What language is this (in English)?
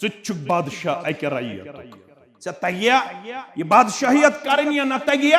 Kashmiri